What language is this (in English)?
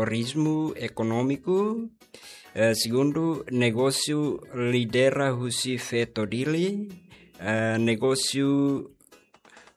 Tetum